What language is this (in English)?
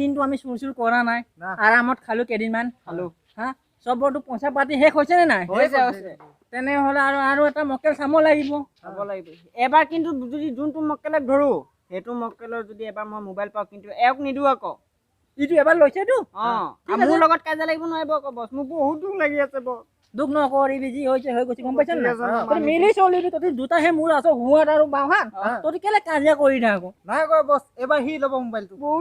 Assamese